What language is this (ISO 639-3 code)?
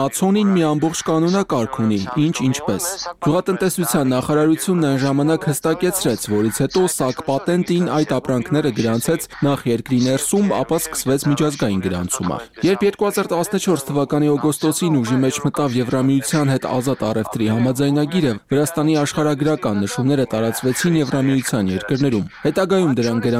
hye